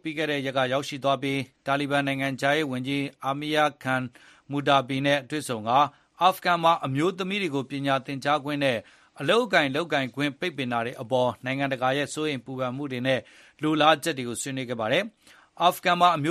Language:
Burmese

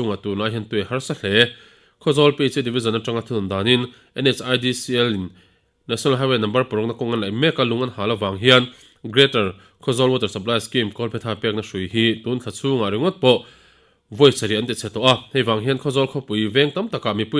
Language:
Mizo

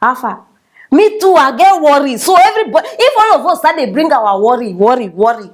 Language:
Nigerian Pidgin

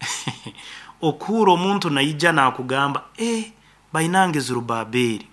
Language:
Nyoro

